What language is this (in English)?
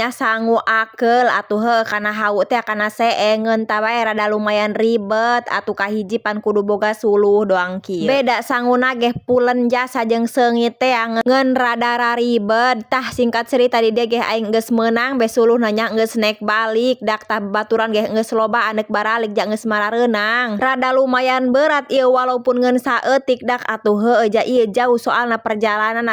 Sundanese